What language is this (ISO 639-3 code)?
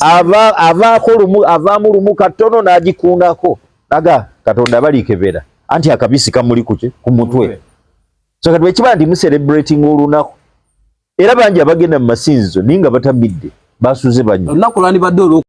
lug